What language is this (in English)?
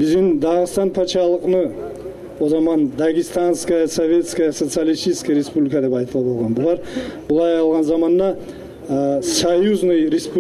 Kumyk